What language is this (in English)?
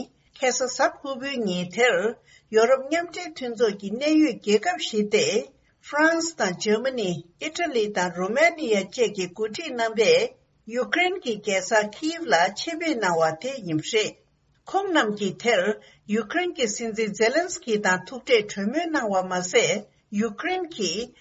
Tibetan